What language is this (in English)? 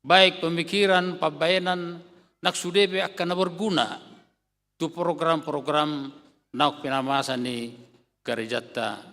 Batak Toba